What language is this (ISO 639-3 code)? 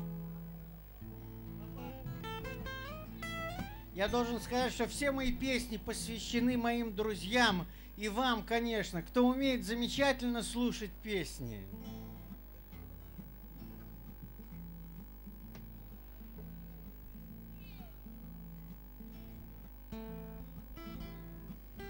rus